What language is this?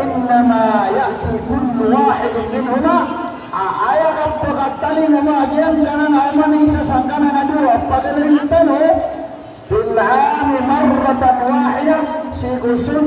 Maranao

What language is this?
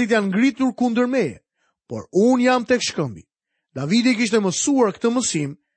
Albanian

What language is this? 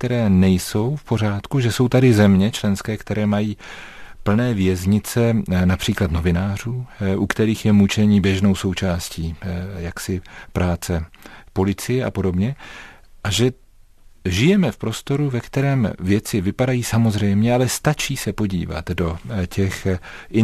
Czech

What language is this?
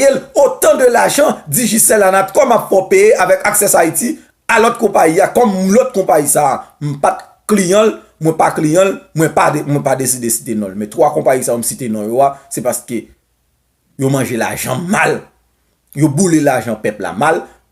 Haitian Creole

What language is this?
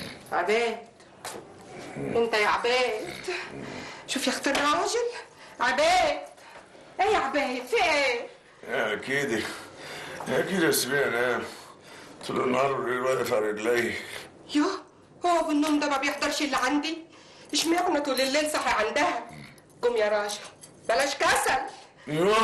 Egyptian Arabic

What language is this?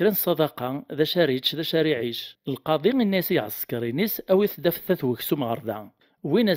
Kabyle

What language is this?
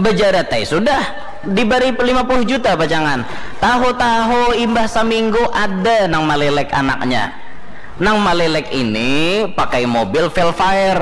Banjar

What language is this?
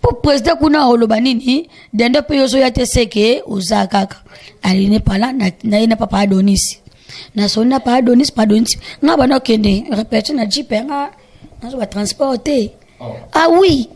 Lingala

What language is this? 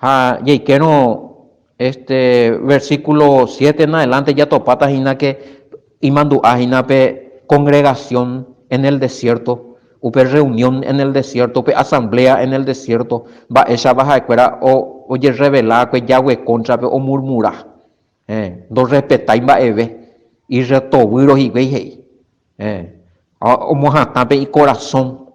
Guarani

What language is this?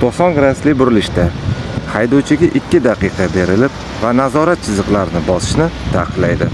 Uzbek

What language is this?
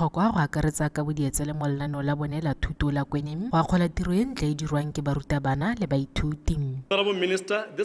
Tswana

